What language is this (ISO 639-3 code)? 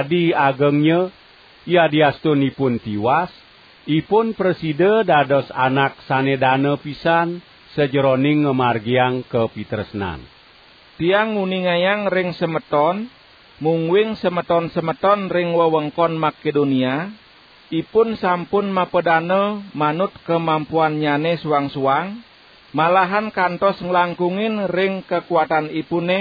ban